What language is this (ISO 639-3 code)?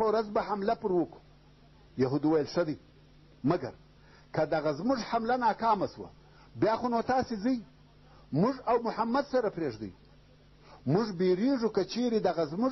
pus